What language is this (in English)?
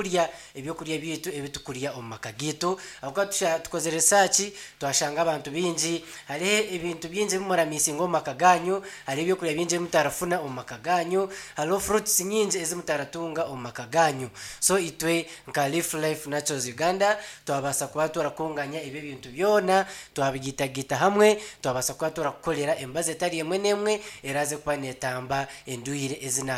Nyankole